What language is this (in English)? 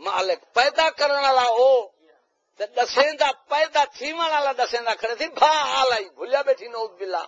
Saraiki